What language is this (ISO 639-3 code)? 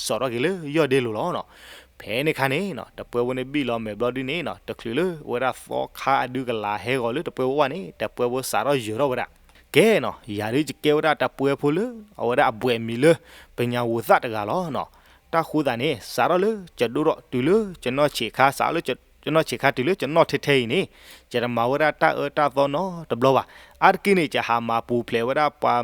ksw